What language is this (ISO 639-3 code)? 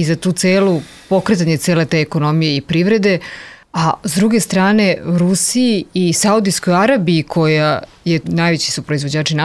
srp